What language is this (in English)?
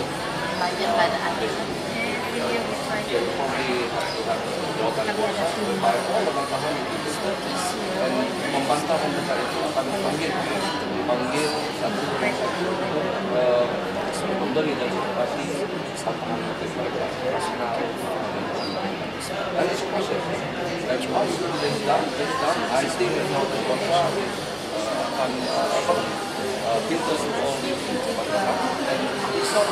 Malay